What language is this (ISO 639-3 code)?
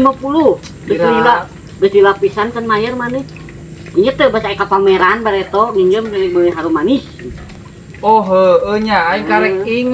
sun